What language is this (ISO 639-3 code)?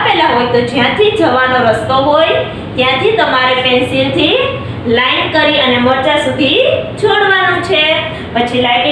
guj